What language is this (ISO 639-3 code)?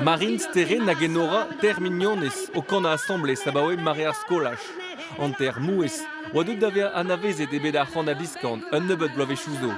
bre